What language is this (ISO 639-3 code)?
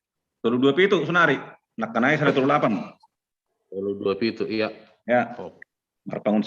bts